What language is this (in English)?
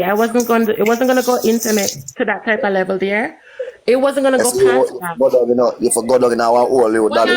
Jamaican Creole English